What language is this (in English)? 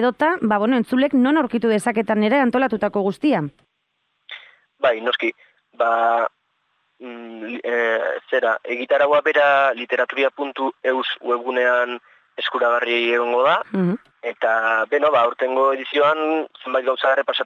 Basque